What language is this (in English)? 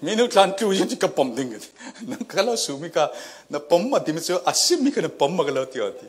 Falam Chin